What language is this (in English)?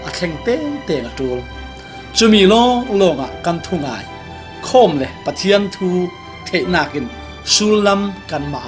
Falam Chin